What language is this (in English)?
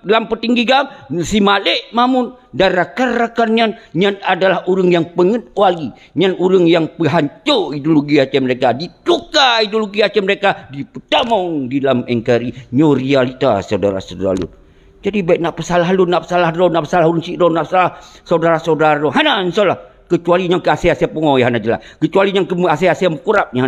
Achinese